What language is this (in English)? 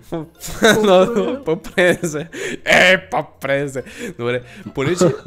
Bulgarian